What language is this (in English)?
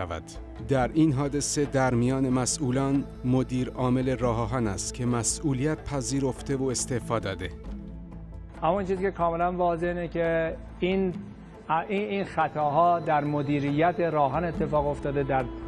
Persian